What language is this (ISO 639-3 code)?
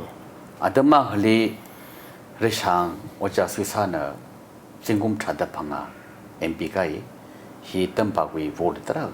nmf